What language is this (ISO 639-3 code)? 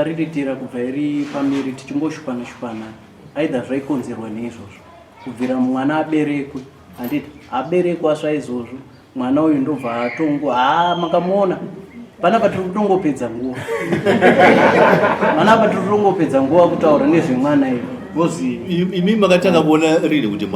sna